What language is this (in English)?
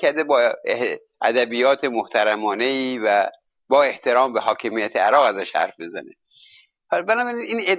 Persian